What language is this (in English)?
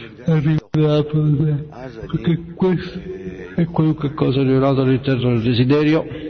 Italian